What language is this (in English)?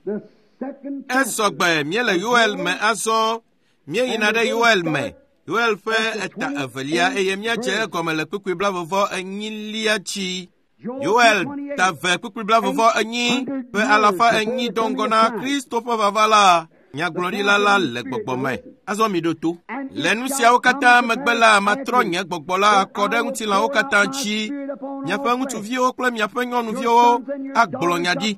Ewe